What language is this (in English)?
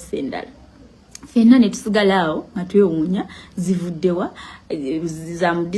Ganda